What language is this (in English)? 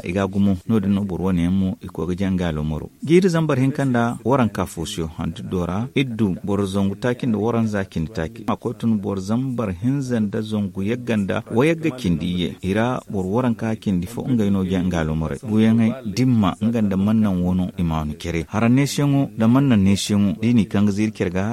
Zarma